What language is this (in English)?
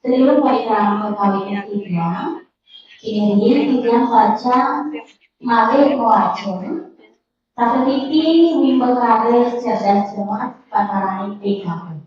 Balinese